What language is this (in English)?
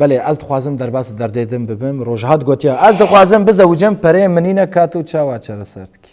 Kurdish